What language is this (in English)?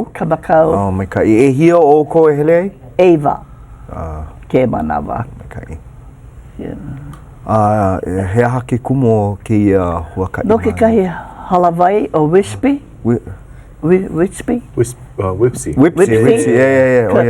Hawaiian